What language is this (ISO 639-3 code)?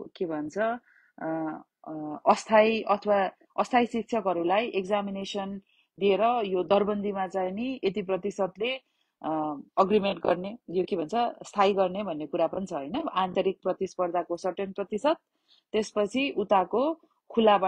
nep